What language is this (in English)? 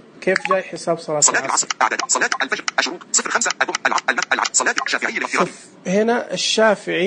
Najdi Arabic